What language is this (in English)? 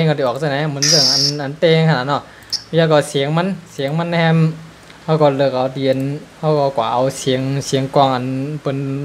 Shan